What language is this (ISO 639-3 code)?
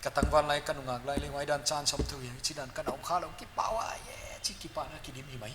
pck